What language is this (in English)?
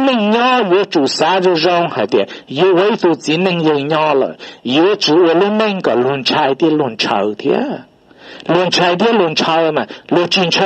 Hmong